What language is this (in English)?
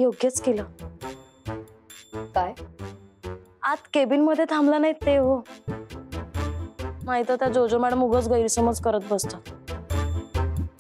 Marathi